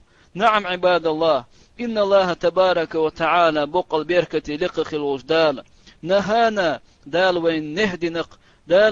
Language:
Chechen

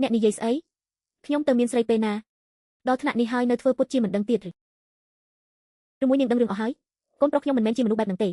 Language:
Khmer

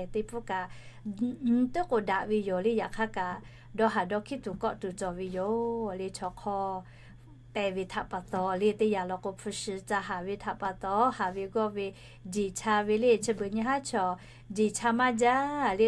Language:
Lahu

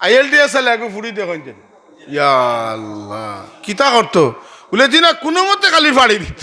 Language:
Sylheti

